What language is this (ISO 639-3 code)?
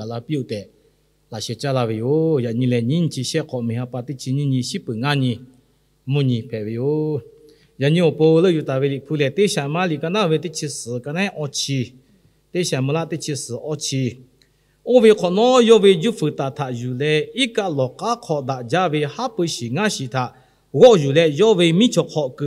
lhu